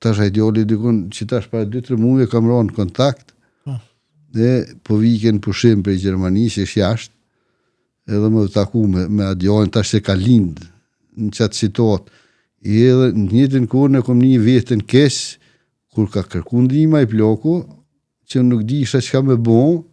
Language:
Albanian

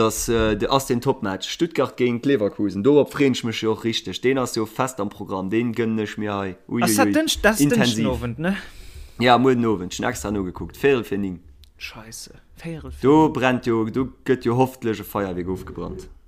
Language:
Luxembourgish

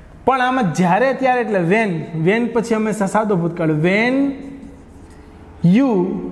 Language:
Gujarati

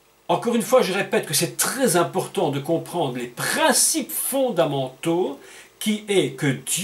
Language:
French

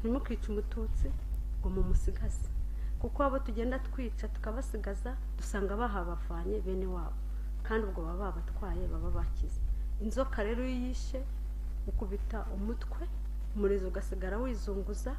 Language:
Kinyarwanda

